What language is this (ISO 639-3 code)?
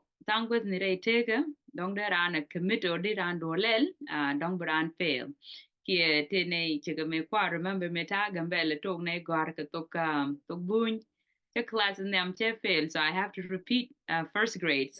nus